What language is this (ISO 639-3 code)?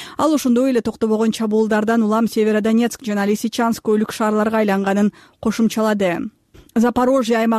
kir